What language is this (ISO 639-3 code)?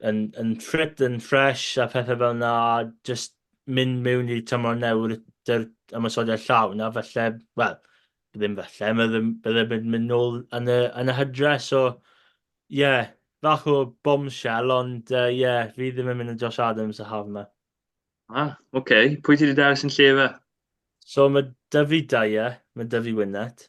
cym